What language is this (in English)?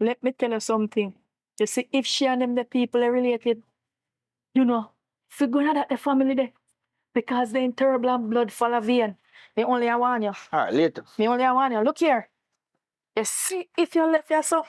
Jamaican Creole English